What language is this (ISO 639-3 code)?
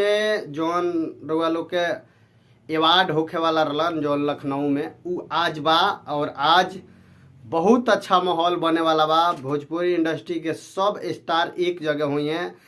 bho